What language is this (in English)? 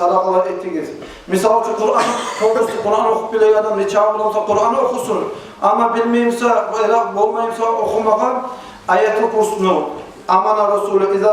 Kumyk